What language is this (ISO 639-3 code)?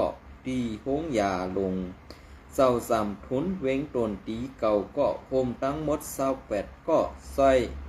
shn